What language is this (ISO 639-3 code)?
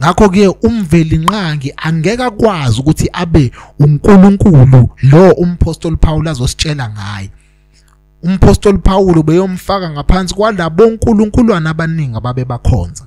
zul